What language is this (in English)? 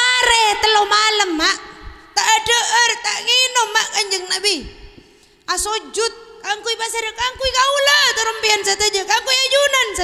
Madurese